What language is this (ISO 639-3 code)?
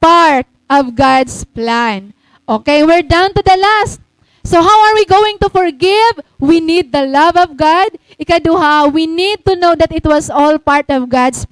war